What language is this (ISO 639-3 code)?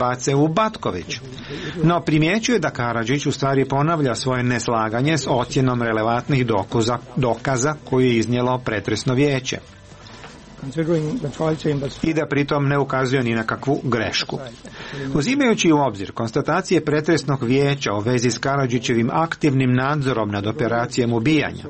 hrv